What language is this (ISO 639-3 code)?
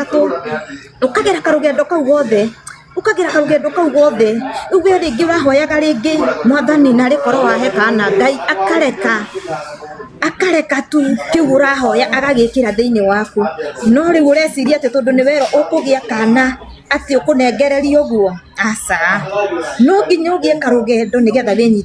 kik